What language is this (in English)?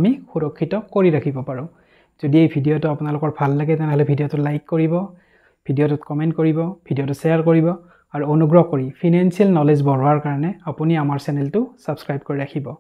Assamese